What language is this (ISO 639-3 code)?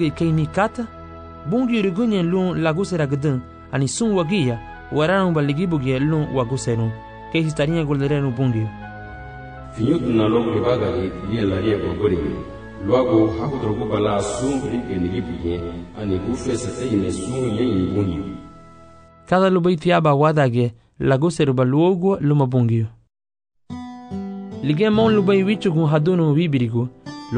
cab